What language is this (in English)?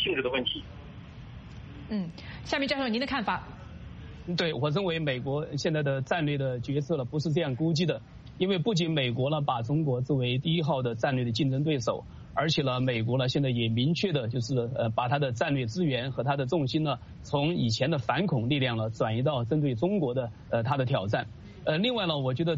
Chinese